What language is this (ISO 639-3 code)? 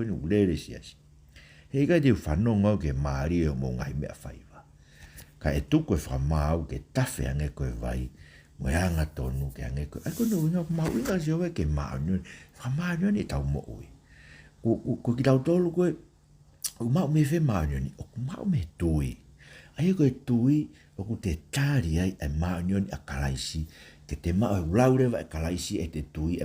ton